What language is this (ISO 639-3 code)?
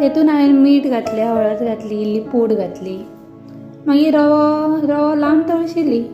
kok